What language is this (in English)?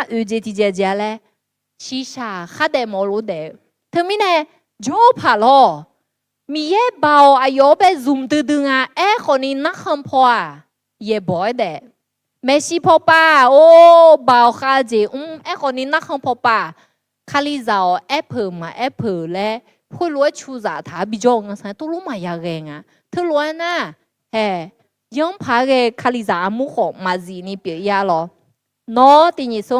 Akha